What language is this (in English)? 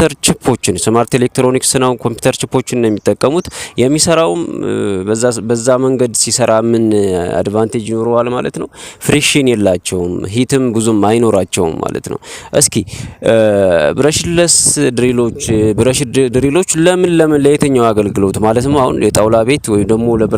Amharic